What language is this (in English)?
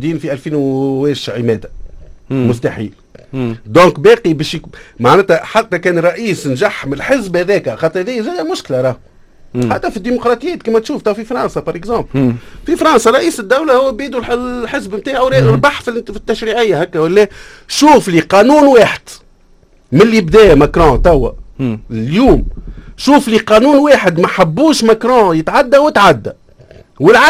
Tunisian Arabic